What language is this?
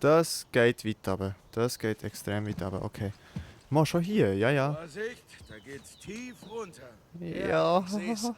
Swiss German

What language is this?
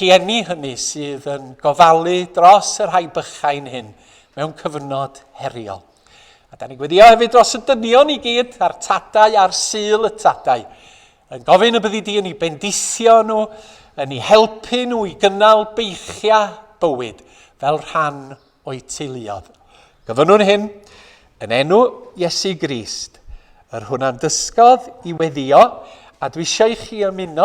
Welsh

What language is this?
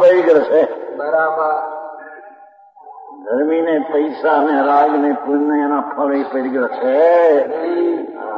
Gujarati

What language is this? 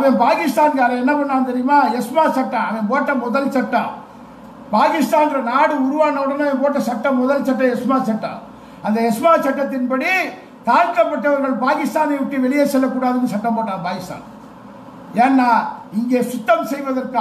Tamil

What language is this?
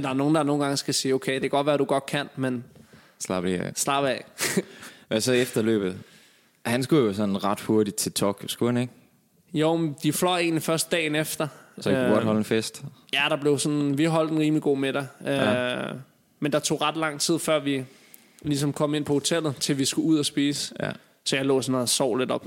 Danish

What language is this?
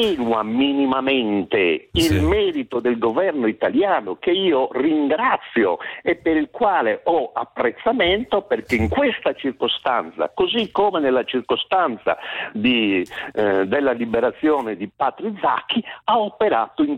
Italian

